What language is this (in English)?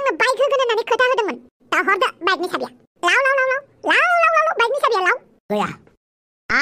Bodo